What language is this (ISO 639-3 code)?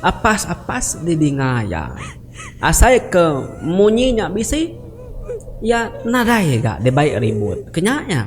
iba